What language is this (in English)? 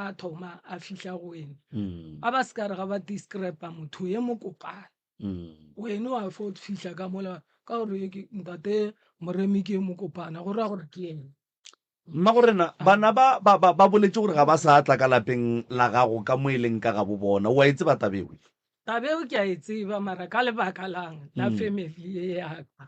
Northern Sotho